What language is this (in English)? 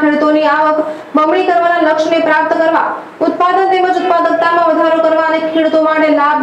Gujarati